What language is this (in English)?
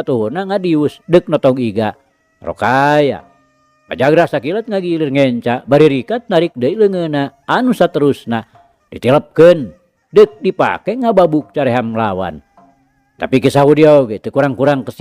Sundanese